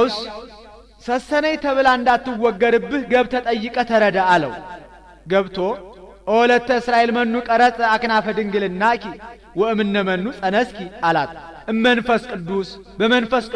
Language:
Amharic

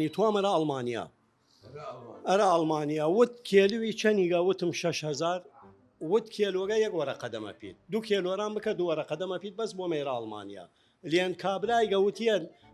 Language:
Southern Kurdish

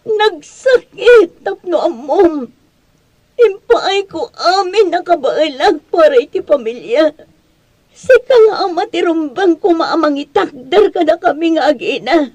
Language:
Iloko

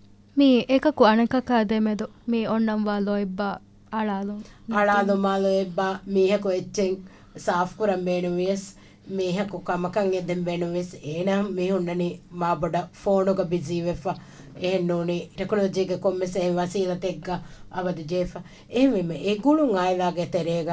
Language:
Divehi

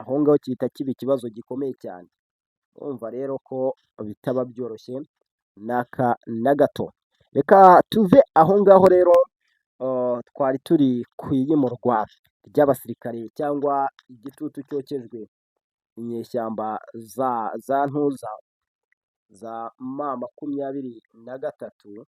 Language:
Kinyarwanda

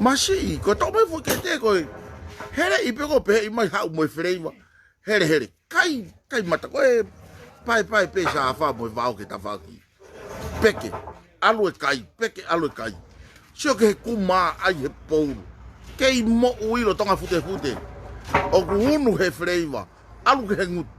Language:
Tongan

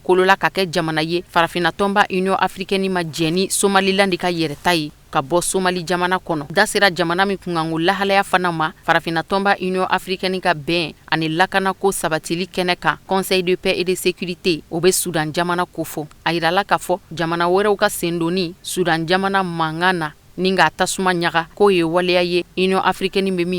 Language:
Bambara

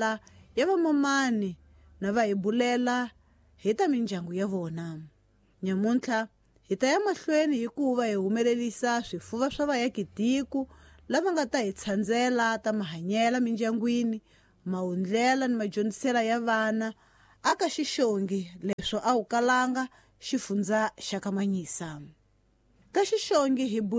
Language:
Tsonga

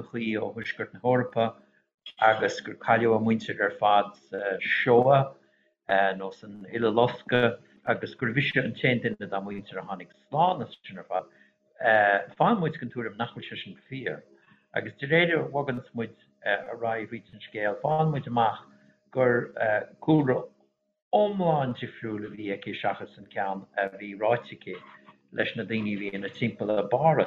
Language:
Irish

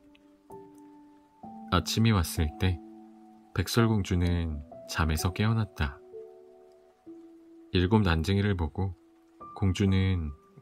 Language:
Korean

